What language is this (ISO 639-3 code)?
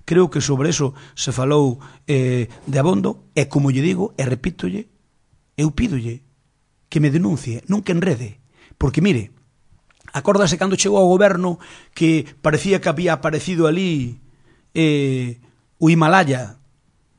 glg